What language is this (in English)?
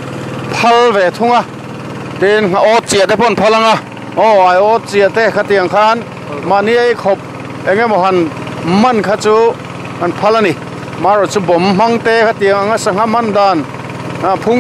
Mizo